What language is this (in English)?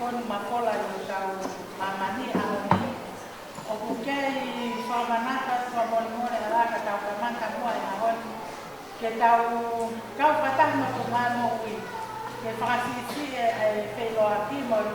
Tongan